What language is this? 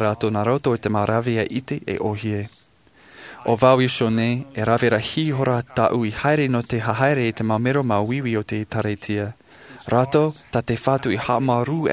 Tahitian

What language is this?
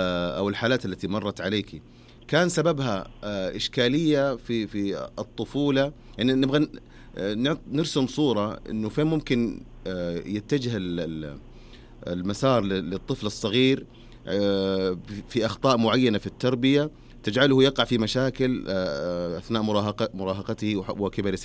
Najdi Arabic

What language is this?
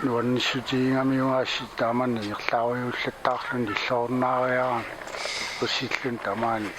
Kalaallisut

